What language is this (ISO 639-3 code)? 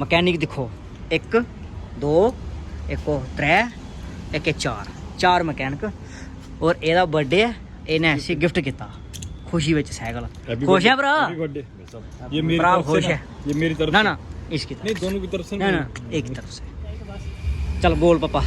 doi